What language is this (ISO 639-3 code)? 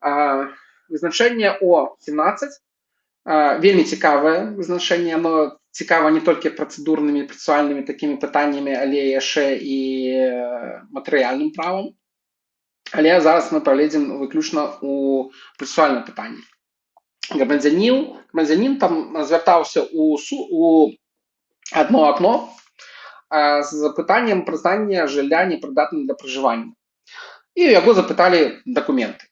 bel